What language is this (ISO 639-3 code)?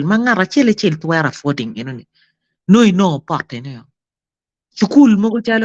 ach